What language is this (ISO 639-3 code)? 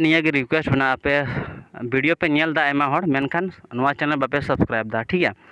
sat